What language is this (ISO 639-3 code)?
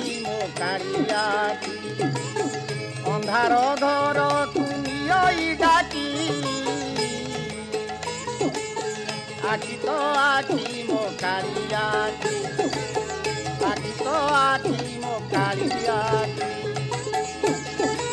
ori